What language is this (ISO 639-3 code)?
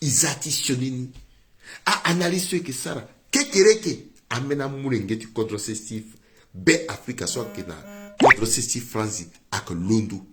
sag